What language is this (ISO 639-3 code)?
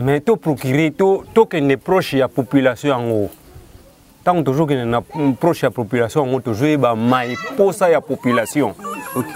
lin